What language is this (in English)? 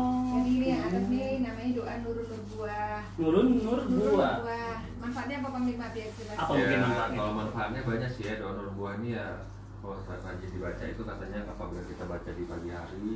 Indonesian